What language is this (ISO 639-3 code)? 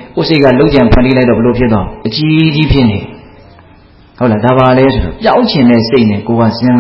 mya